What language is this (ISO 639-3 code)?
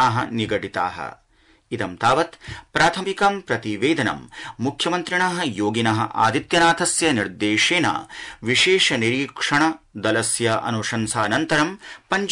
san